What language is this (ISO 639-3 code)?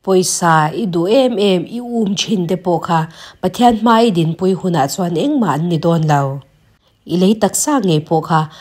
lus